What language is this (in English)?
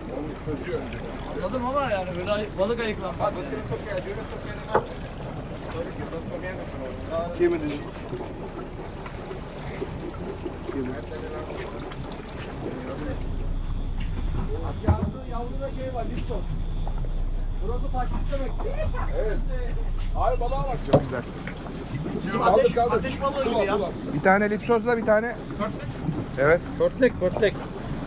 Turkish